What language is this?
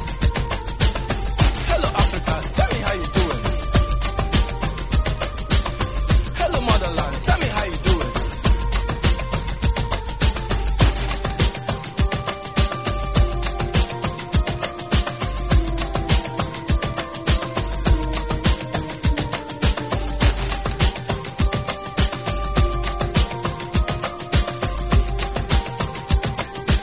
French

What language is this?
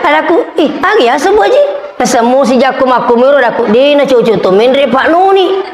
Buginese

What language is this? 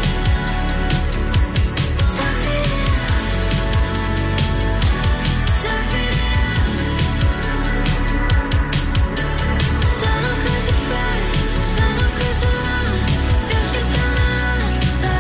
Icelandic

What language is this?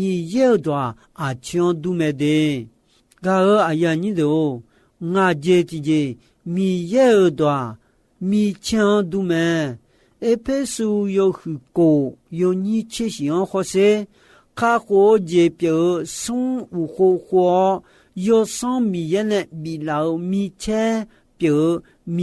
Akha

